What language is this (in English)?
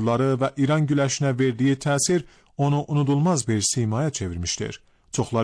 Azerbaijani